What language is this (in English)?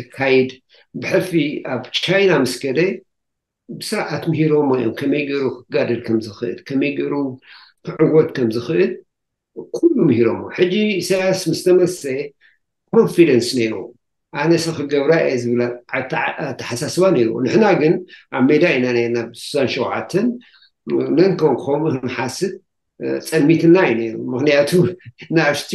Tigrinya